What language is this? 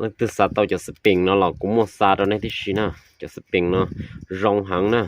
Hmong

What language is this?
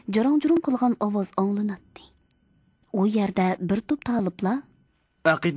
Uyghur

